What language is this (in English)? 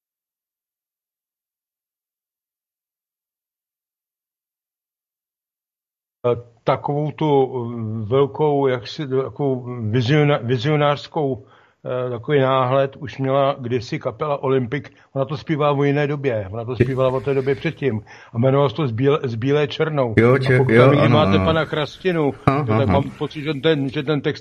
Czech